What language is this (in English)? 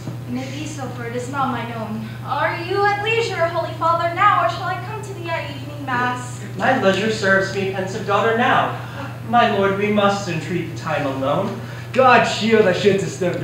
English